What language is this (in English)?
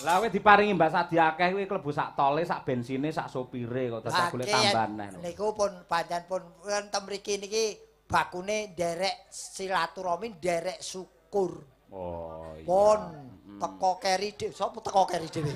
Javanese